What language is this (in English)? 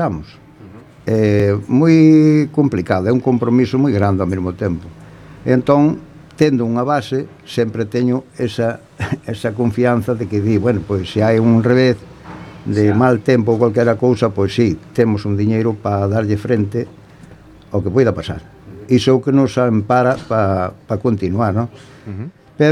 Galician